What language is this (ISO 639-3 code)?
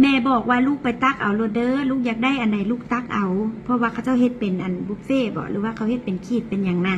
tts